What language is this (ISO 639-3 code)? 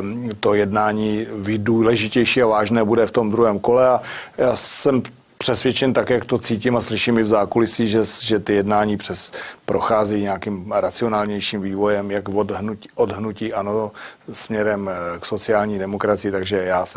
ces